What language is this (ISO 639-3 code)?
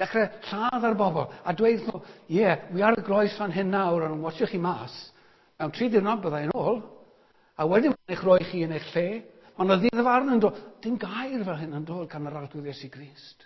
cym